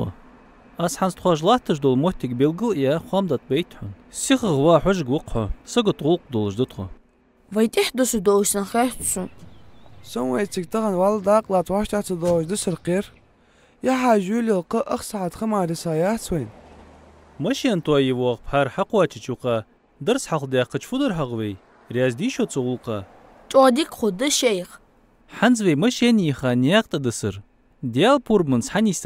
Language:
Ingush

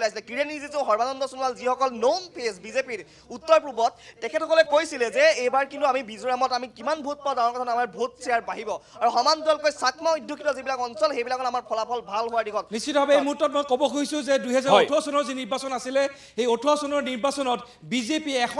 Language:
Assamese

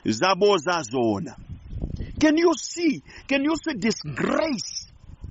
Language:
Nyanja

